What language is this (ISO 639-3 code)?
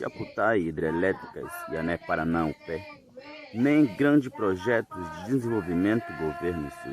yrl